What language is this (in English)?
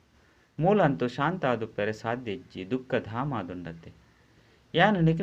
Tulu